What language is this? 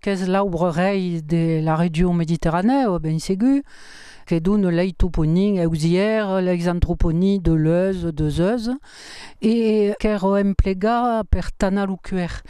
Occitan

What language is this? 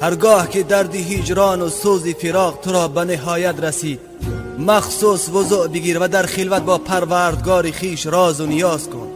Tajik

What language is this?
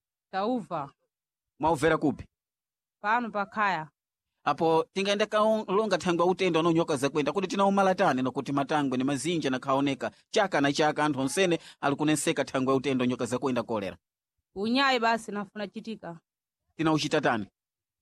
Sena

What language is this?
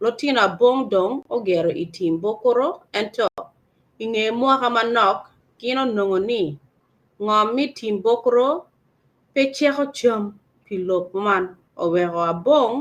Acoli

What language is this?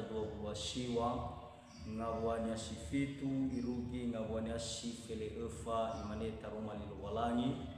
Nias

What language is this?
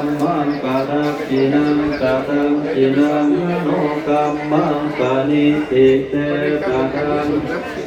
Pali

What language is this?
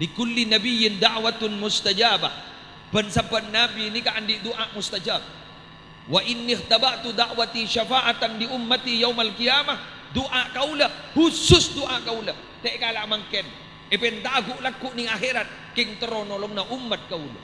Madurese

